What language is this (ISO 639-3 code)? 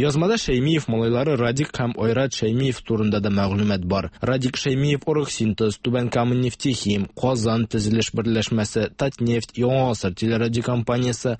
tat